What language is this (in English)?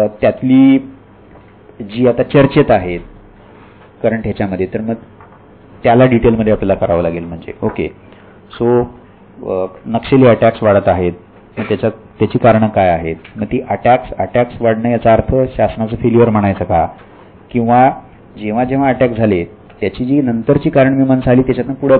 Marathi